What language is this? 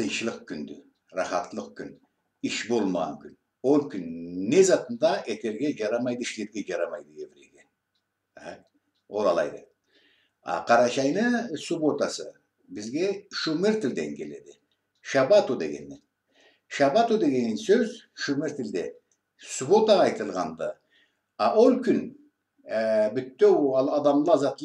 Karachay-Balkar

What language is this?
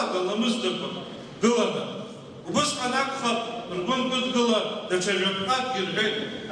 Abkhazian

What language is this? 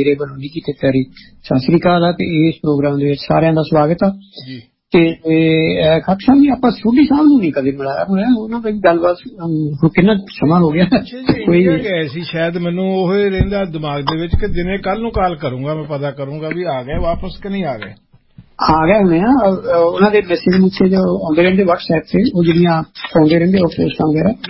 Punjabi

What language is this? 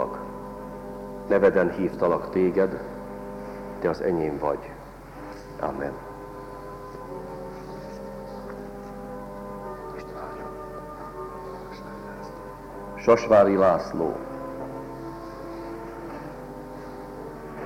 Hungarian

